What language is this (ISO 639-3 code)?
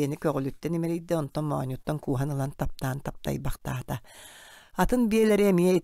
sah